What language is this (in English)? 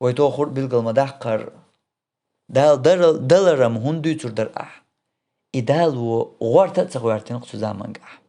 Chechen